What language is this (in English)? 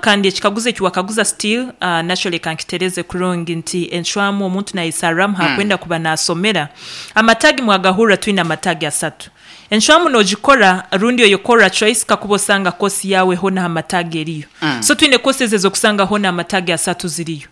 Nyankole